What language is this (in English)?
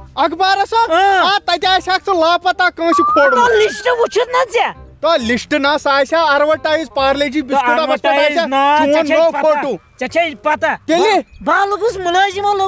Kashmiri